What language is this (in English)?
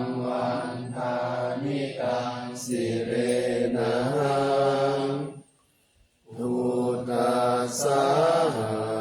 Pali